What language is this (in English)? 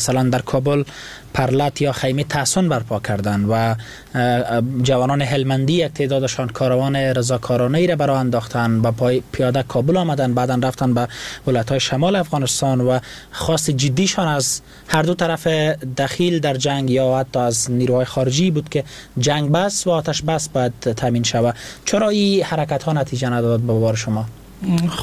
Persian